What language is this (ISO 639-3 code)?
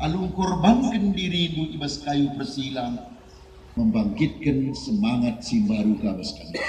btx